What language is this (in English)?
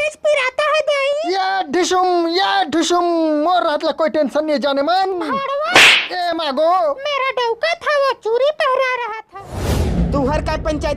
Chhattisgarhi